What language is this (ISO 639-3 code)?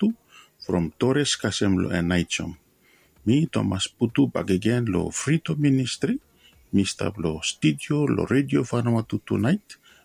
bis